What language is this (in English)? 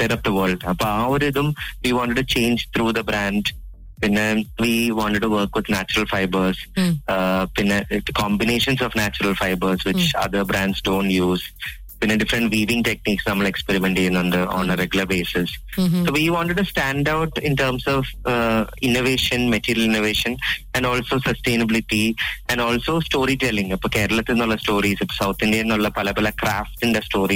Malayalam